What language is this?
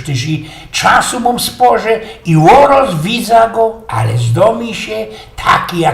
Silesian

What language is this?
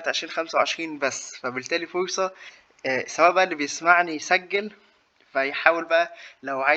Egyptian Arabic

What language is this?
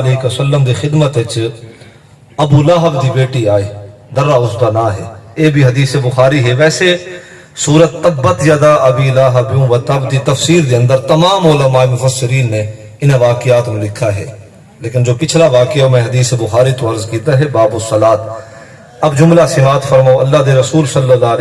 Saraiki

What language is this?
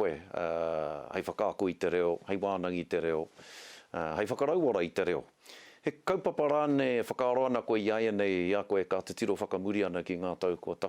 Māori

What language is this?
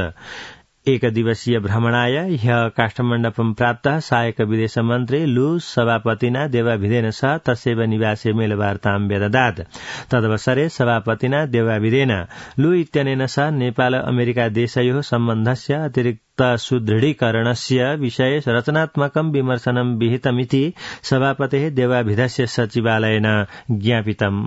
Sanskrit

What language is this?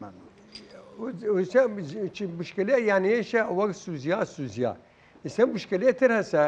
Southern Kurdish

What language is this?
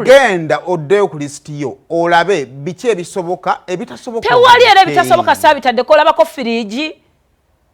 Ganda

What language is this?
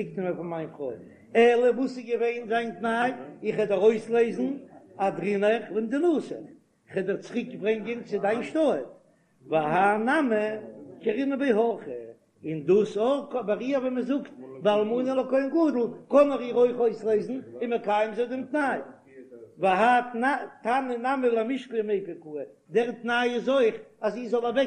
Yiddish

